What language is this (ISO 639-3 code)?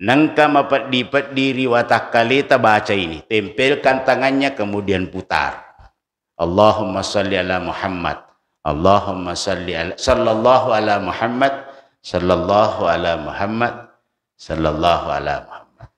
bug